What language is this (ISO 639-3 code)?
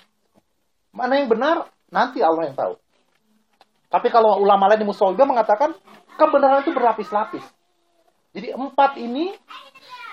ind